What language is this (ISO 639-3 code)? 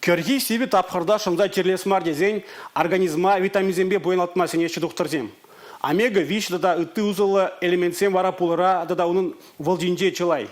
chv